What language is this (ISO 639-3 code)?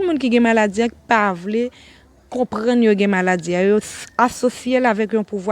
hat